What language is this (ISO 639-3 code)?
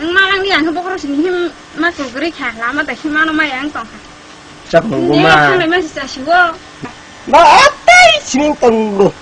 trp